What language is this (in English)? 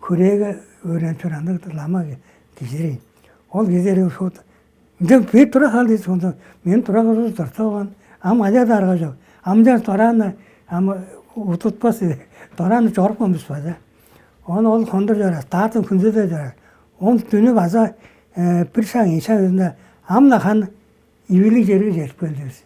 Tuvinian